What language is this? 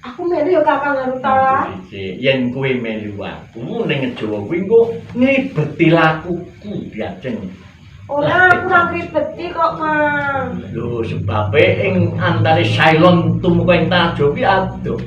Javanese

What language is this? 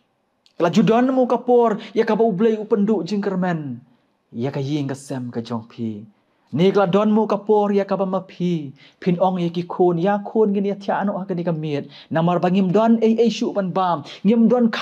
Khasi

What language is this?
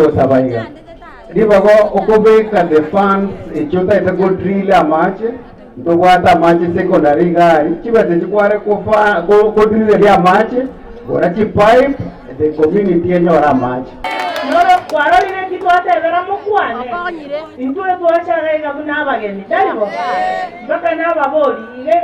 Gusii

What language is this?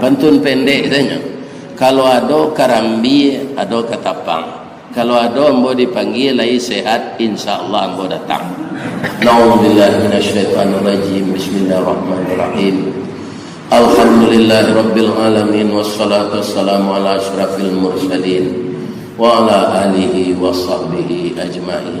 Minangkabau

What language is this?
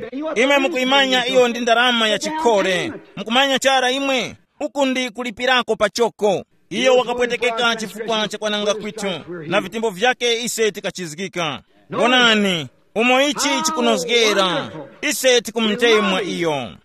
Tumbuka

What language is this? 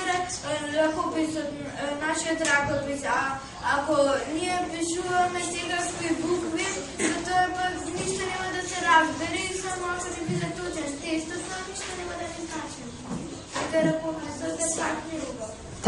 Macedonian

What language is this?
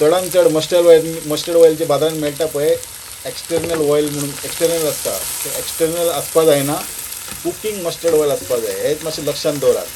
Konkani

